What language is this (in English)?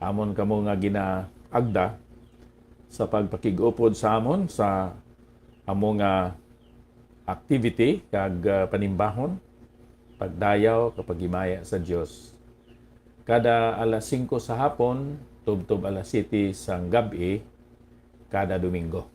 Hiligaynon